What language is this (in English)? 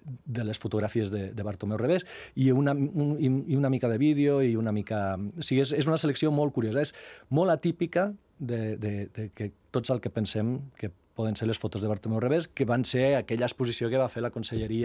Catalan